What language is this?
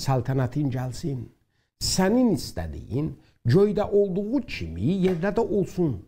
South Azerbaijani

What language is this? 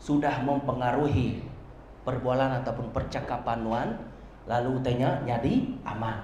Iban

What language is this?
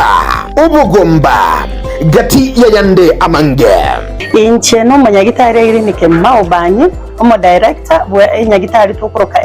Gusii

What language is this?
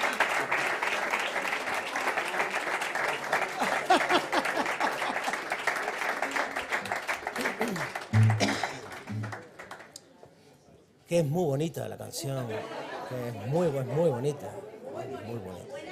Spanish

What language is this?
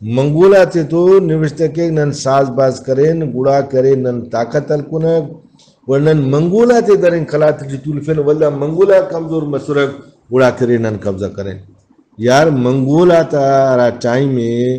Brahui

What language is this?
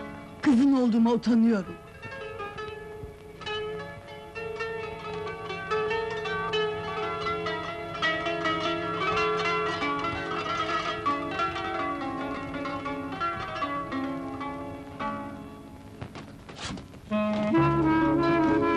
Turkish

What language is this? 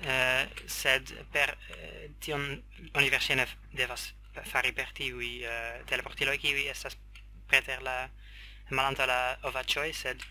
Esperanto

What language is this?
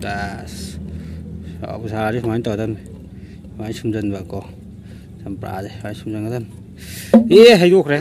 Manipuri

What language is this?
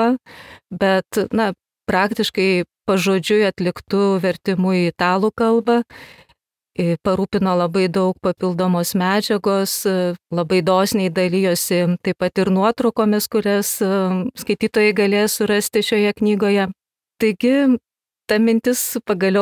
Lithuanian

